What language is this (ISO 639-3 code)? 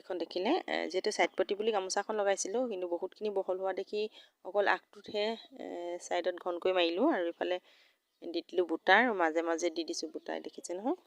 asm